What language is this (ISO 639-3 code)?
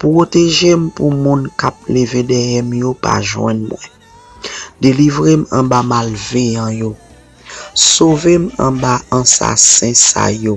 hat